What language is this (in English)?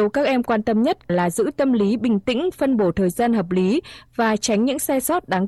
Vietnamese